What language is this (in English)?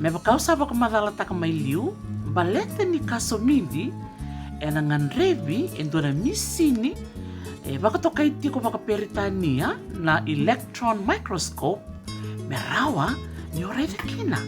Fijian